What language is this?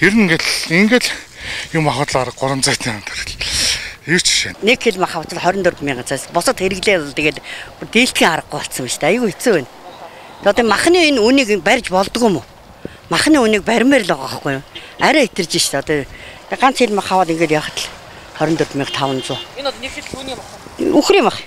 Mongolian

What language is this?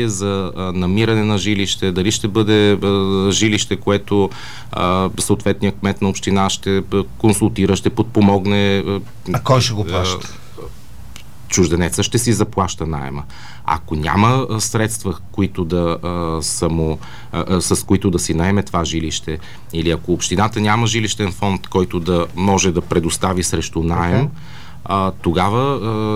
Bulgarian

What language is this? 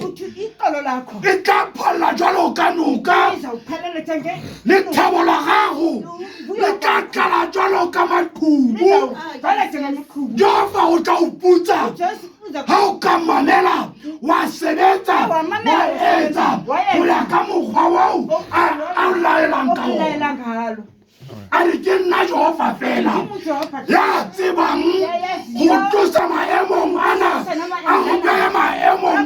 Southern Sotho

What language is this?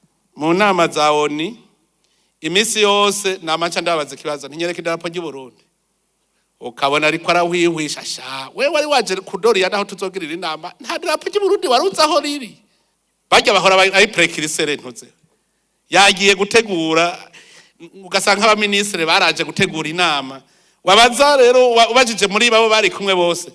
Rundi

